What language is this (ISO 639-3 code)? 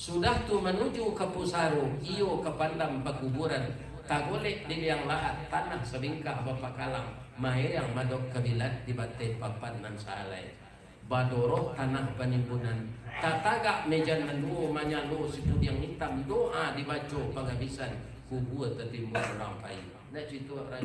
min